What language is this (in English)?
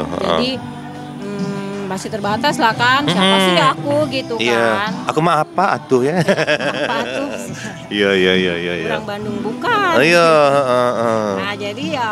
Musi